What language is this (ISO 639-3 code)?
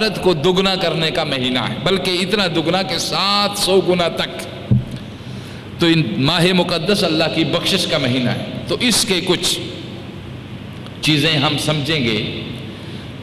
urd